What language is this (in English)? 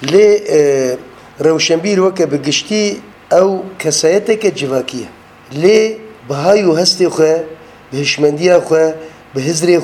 Kurdish